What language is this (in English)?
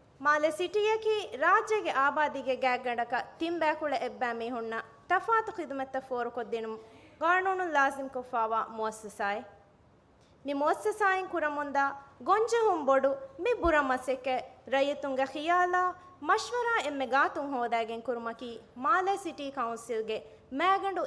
Divehi